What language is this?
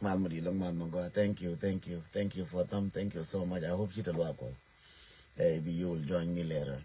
Nuer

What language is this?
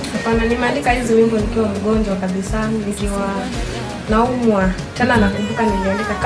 Swahili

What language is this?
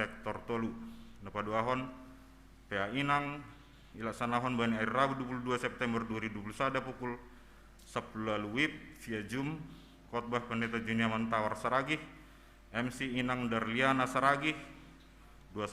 Batak Simalungun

